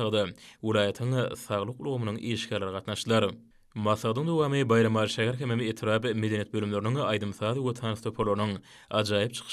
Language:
Turkmen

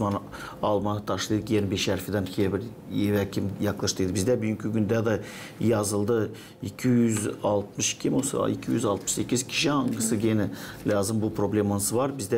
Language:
Gagauz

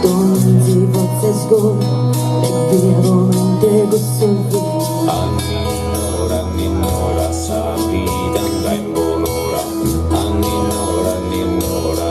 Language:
Sardinian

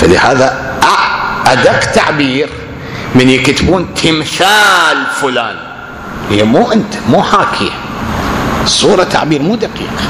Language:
Mesopotamian Arabic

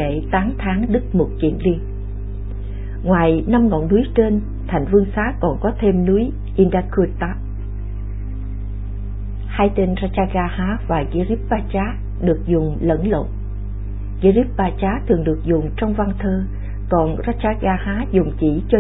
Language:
Vietnamese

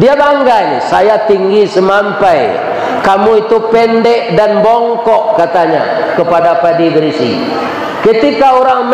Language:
Minangkabau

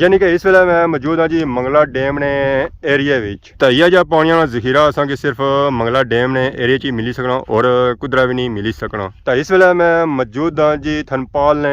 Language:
Pahari-Potwari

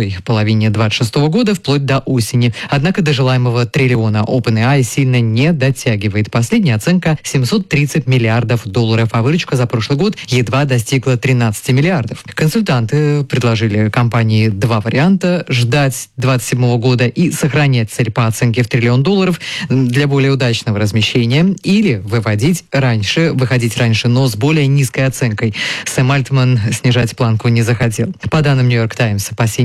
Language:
Russian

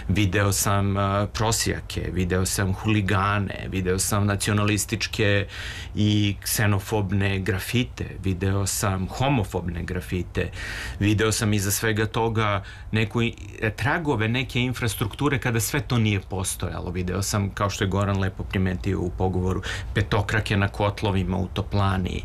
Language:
Serbian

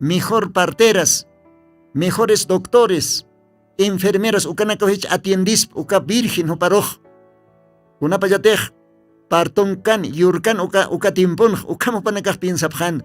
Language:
Aymara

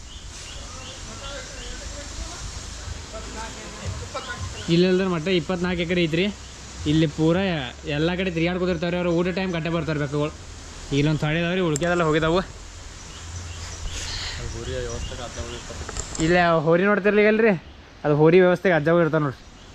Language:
Kannada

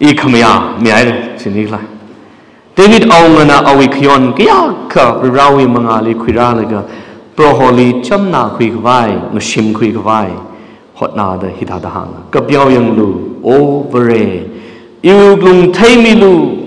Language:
Tangkhul Naga (India)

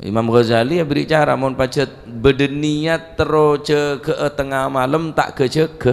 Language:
Madurese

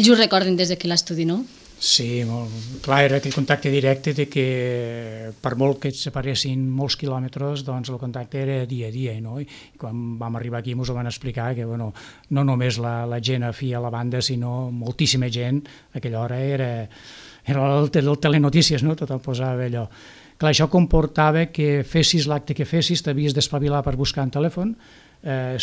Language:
Catalan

